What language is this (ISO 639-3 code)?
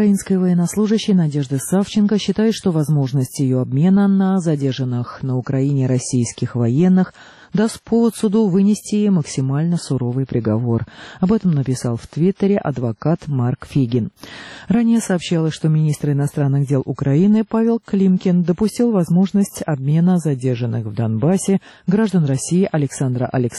rus